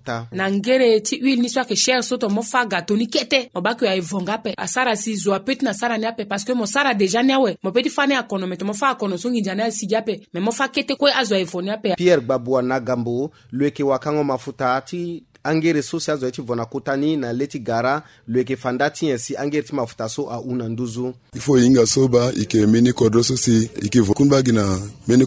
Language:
Sango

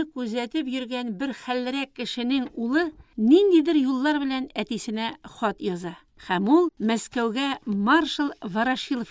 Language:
Tatar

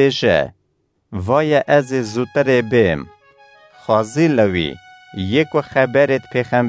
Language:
Kurdish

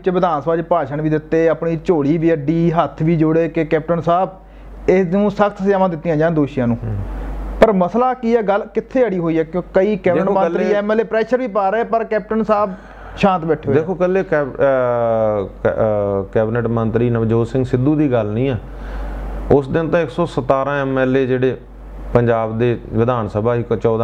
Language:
Punjabi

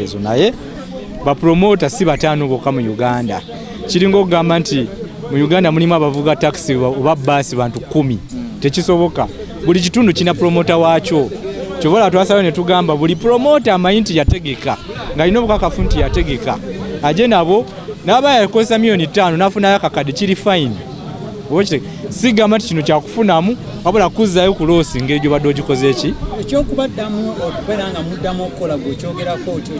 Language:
Ganda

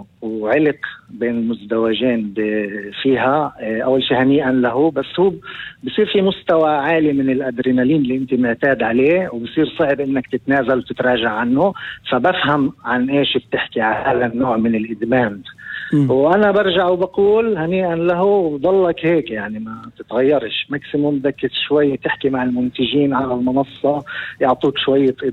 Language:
North Levantine Arabic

